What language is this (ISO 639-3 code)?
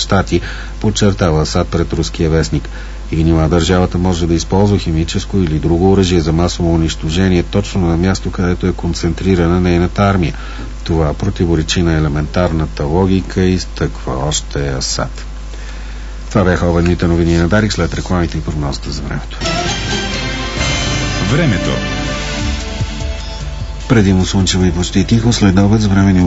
bul